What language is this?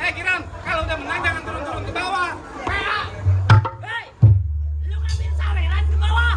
Betawi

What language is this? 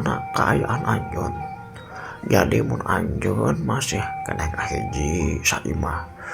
Sundanese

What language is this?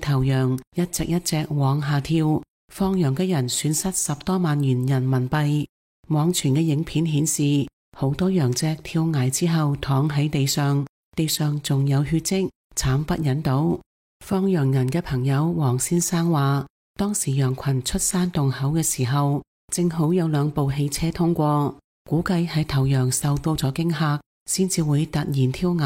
Cantonese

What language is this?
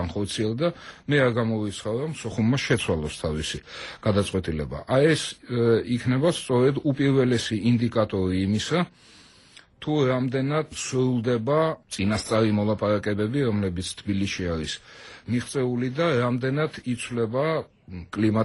Georgian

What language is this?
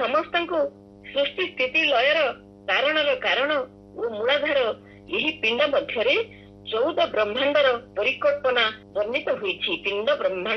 Odia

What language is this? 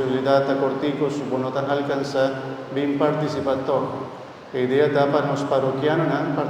Papiamento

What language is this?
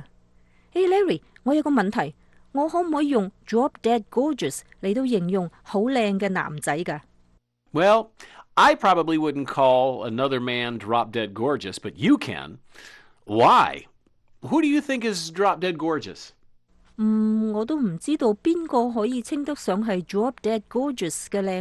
Cantonese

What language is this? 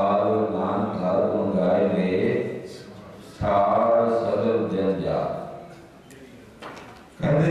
Punjabi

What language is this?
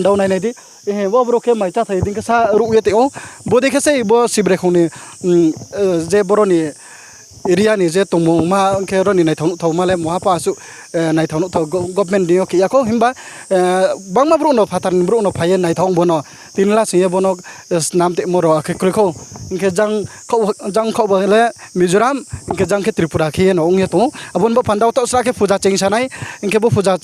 Riang (India)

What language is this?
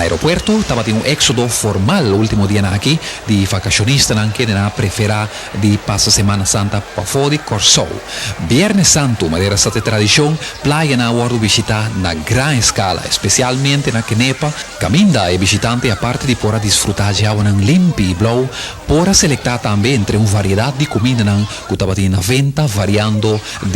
Papiamento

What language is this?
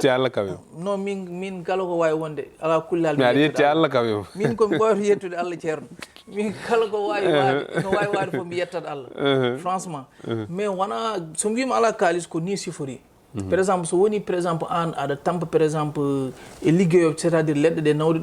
Fula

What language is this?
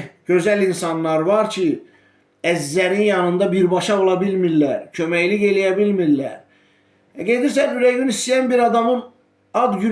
Azerbaijani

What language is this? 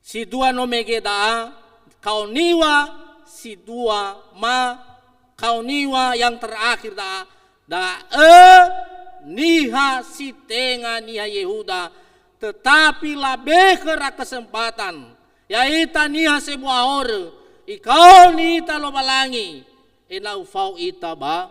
Nias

